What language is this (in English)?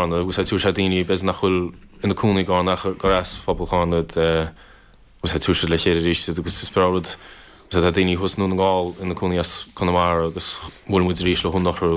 Irish